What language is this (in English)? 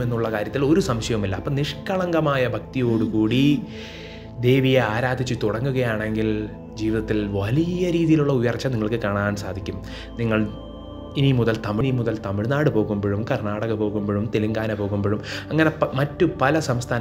Malayalam